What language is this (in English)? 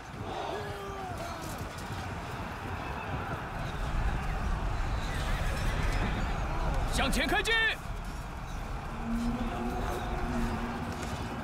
Chinese